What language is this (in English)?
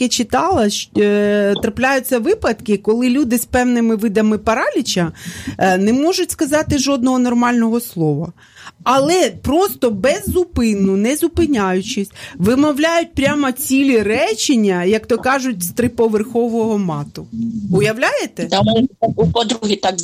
Ukrainian